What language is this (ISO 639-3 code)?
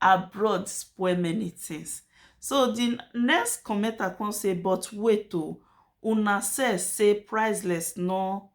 pcm